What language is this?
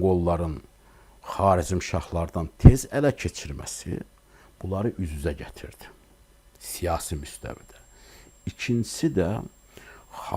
Azerbaijani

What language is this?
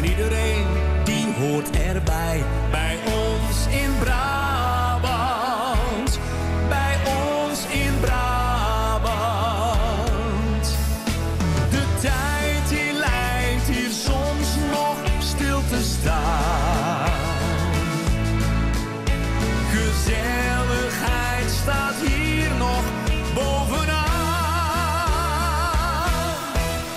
Dutch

